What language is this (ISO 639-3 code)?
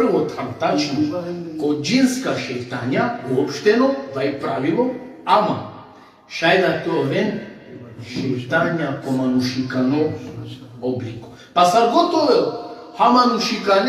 rmn